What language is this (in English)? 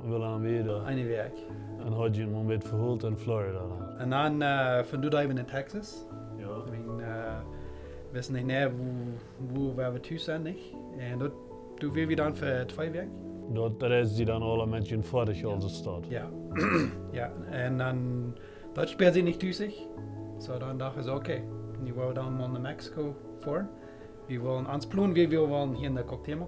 Plautdietsch